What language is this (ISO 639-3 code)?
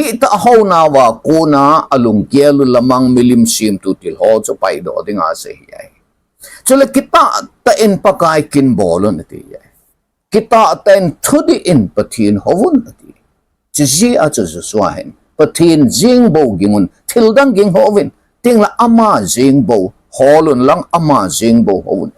tcz